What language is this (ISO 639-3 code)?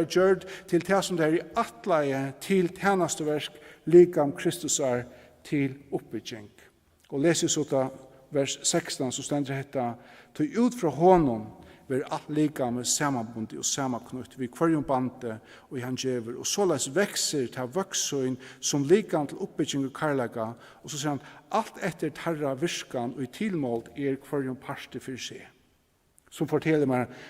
fao